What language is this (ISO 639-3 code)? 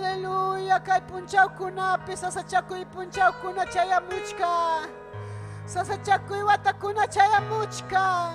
quy